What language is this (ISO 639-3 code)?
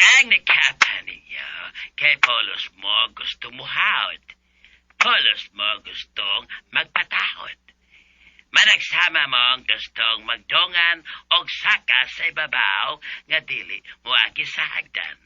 ceb